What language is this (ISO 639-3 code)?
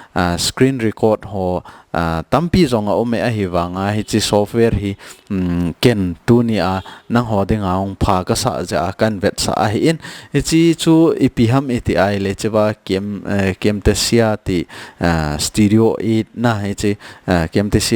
tcz